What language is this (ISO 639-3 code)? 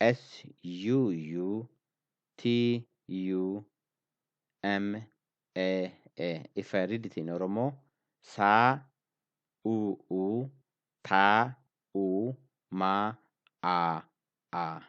eng